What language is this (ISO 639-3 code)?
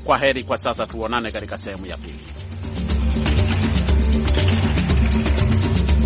swa